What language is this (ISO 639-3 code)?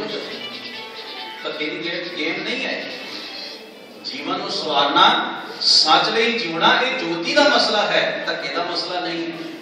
pan